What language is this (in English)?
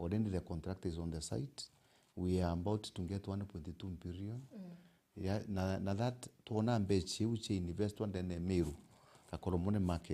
Meru